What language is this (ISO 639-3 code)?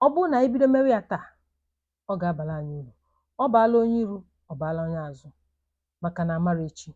ibo